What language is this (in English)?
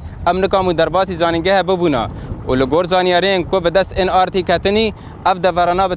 Kurdish